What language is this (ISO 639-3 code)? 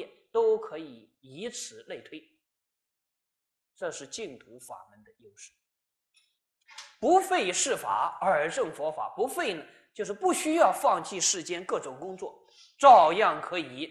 zho